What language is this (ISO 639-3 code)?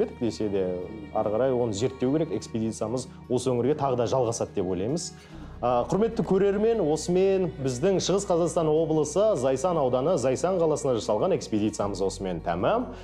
kaz